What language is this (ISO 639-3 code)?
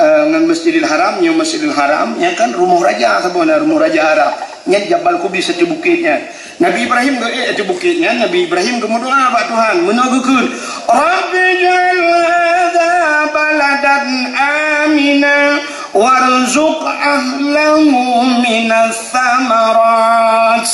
ace